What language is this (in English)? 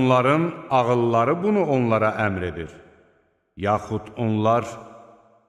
Azerbaijani